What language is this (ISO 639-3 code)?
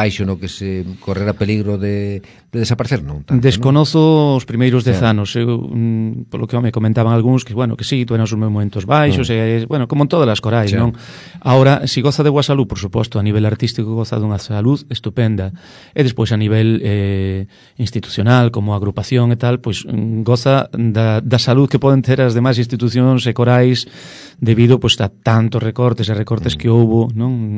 glg